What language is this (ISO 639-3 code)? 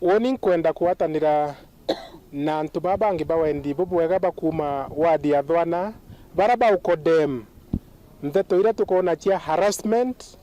mer